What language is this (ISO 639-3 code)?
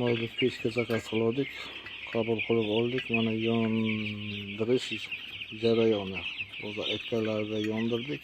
uzb